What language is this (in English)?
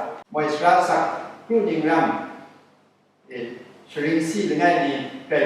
Kachin